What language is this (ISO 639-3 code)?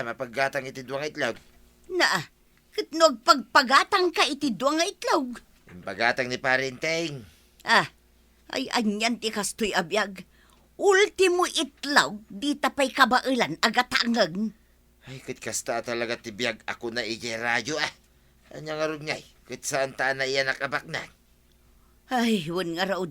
ilo